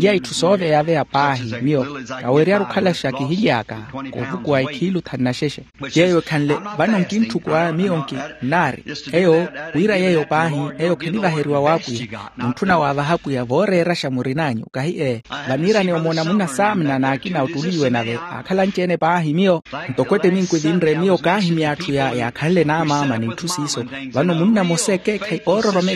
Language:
Makhuwa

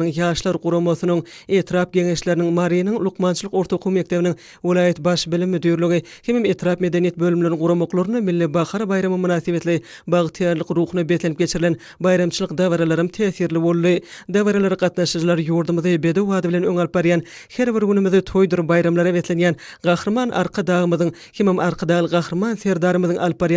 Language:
Turkmen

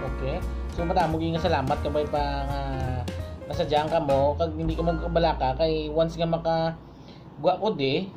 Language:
Hiligaynon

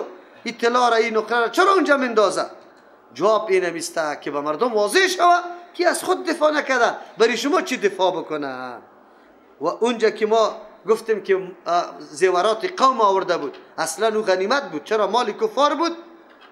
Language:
Persian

